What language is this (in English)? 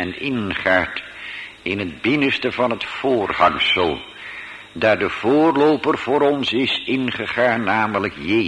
Dutch